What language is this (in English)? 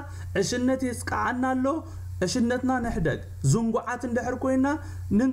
Tigrinya